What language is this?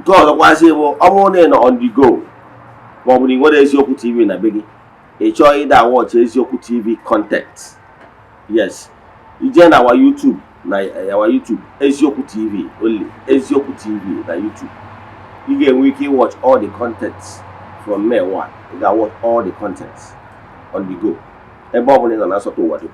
Igbo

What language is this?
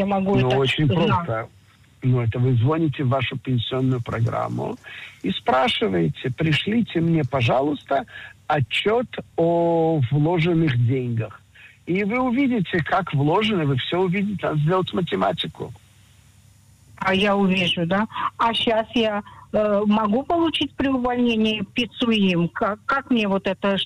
Russian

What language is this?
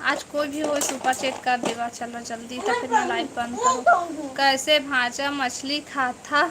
Chhattisgarhi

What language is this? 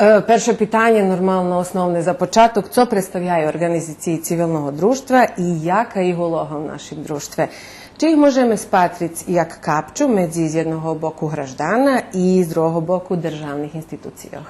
Rusyn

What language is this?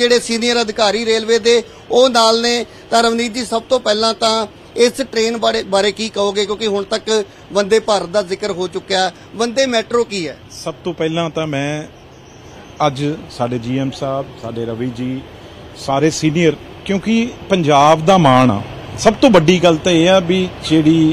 Punjabi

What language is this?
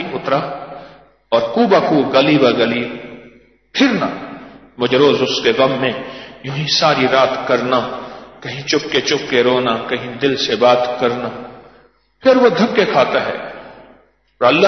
Urdu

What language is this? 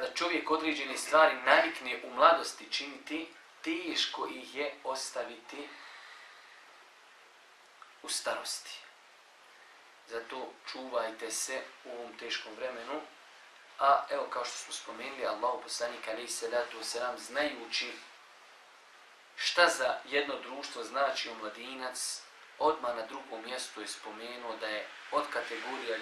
Bosnian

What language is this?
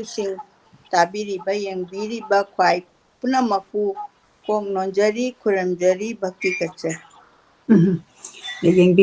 Manipuri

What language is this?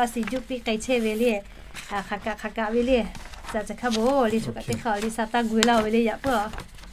Lahu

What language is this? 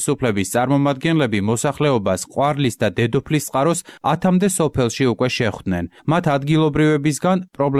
Georgian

